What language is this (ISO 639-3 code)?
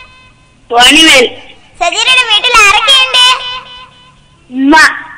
mal